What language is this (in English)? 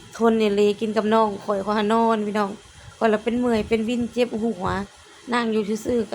Lao